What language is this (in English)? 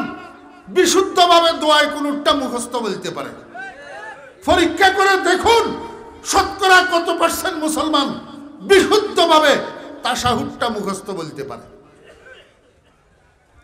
Bangla